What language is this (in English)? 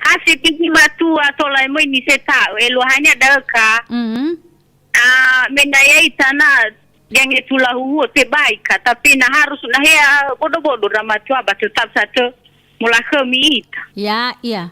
Nias